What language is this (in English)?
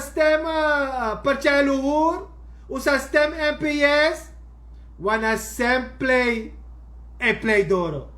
Sranan Tongo